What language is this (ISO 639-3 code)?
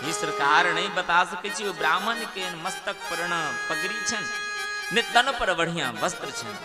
mai